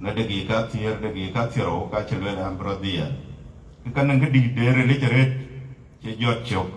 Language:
Dinka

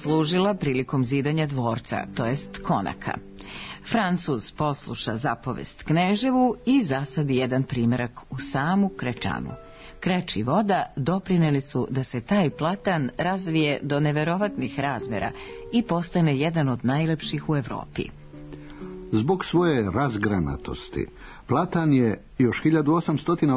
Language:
Serbian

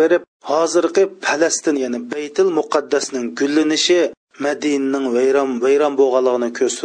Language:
Uyghur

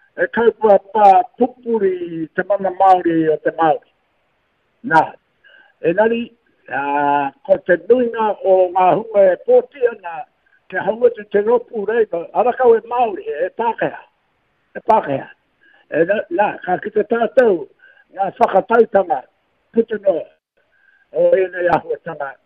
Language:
Māori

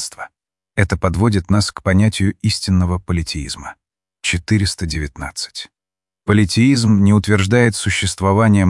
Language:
Russian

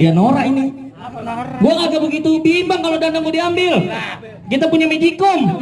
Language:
Betawi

